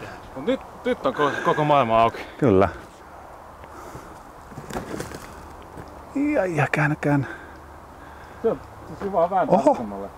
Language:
Finnish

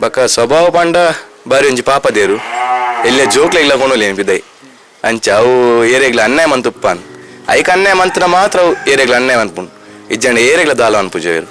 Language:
Tulu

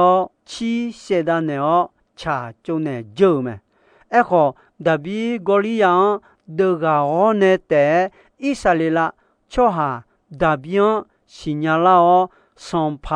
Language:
Akha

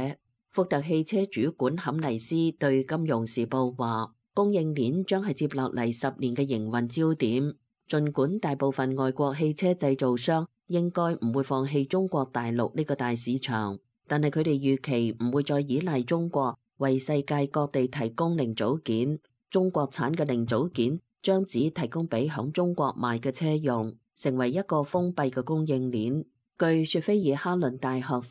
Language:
Cantonese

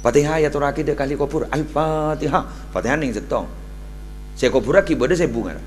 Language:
Madurese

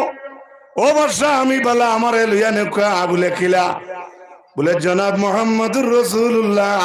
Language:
Sylheti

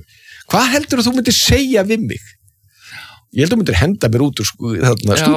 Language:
Icelandic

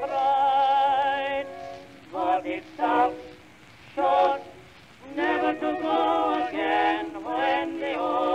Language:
English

